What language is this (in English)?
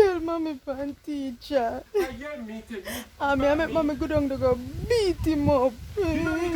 Jamaican Creole English